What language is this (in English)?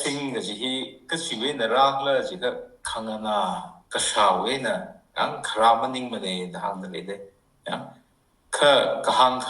Tangkhul Naga (India)